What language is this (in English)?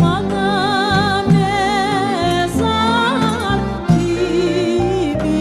Crimean Tatar